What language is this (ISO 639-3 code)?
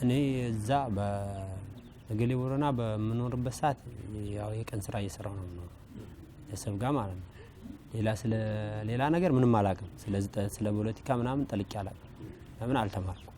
amh